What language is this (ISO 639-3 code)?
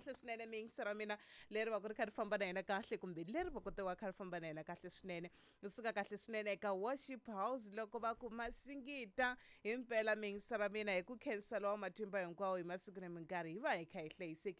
tso